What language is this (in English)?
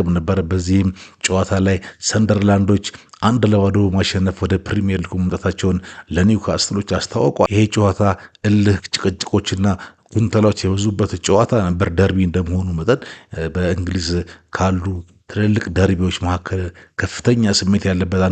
Amharic